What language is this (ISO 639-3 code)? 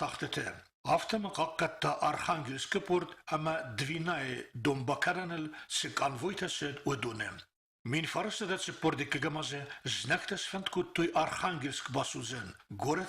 oss